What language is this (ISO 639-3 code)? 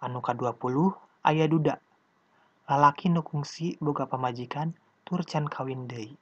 sun